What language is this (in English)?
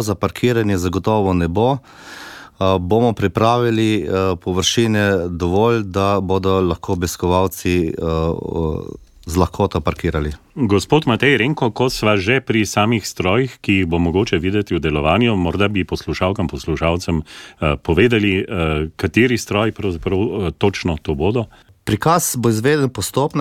Slovenian